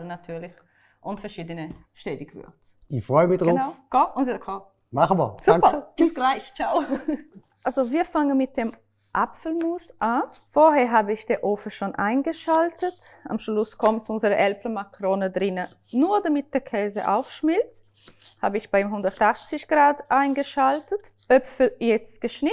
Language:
Swiss German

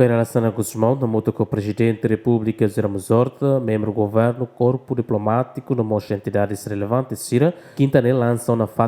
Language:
Tetum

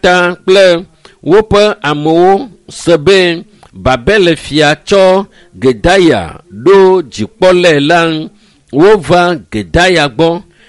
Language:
Ewe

